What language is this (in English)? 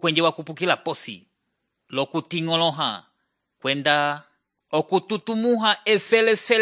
Umbundu